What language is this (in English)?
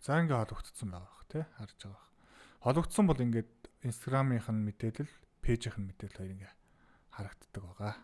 Mongolian